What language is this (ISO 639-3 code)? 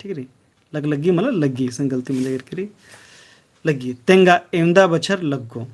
kru